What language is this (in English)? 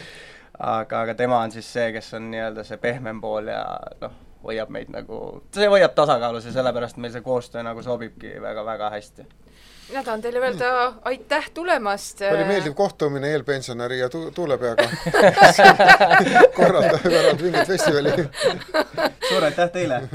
Estonian